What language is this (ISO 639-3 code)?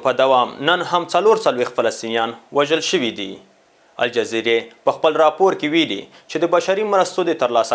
pus